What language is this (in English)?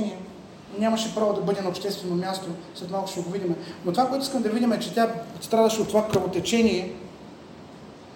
Bulgarian